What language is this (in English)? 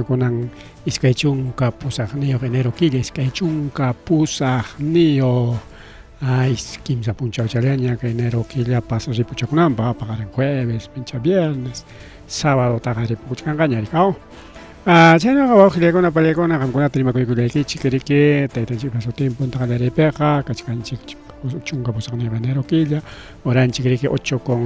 Ayacucho Quechua